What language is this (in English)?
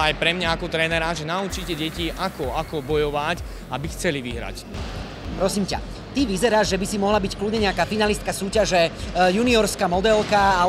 Slovak